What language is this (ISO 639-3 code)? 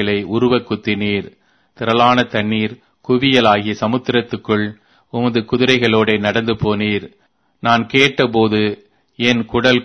tam